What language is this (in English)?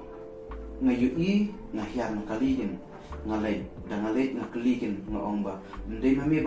Khasi